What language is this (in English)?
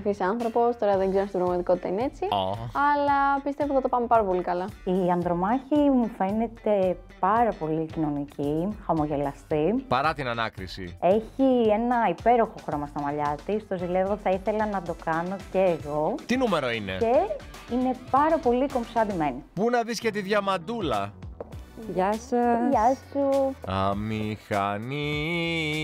Greek